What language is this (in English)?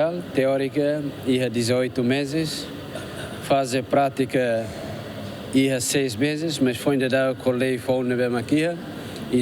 Tetum